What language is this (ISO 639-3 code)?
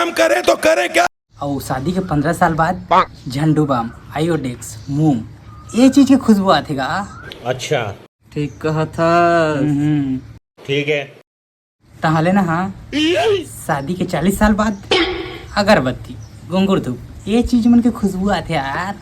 hne